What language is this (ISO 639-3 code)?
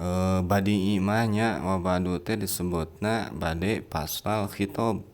sun